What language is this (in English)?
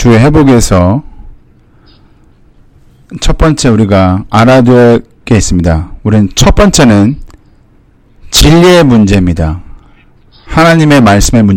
Korean